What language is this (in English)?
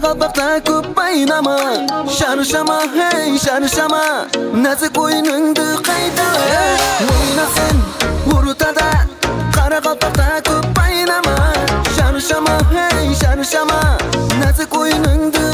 Kara-Kalpak